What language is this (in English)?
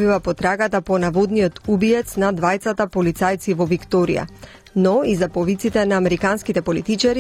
Macedonian